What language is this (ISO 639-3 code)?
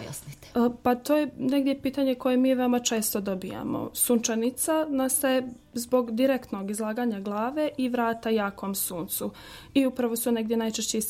bos